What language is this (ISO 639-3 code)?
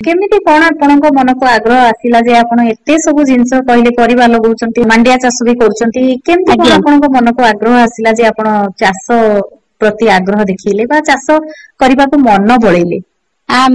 ori